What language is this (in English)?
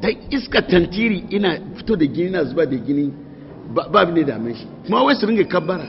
Hausa